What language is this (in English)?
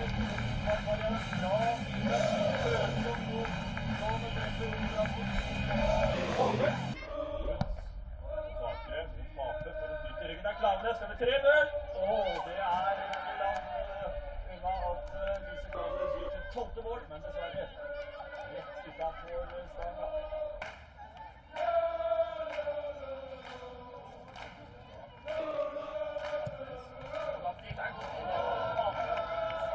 Norwegian